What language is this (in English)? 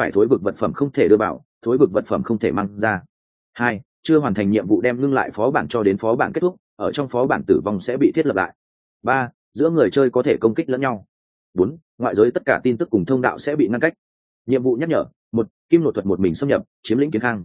Vietnamese